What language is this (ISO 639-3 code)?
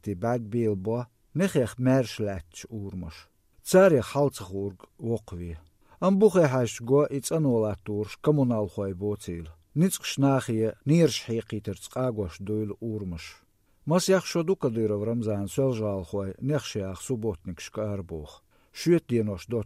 che